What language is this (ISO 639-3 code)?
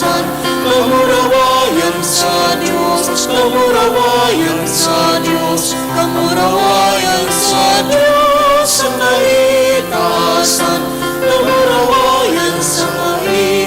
bik